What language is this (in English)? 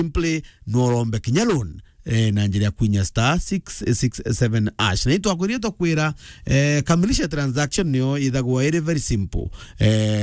Meru